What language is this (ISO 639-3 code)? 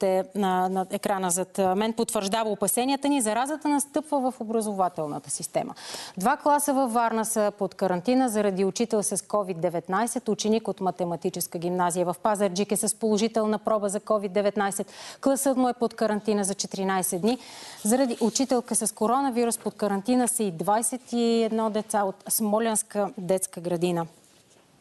bul